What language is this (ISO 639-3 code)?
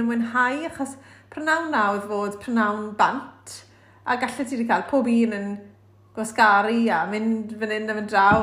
cym